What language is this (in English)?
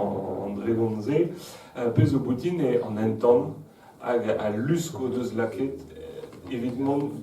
Breton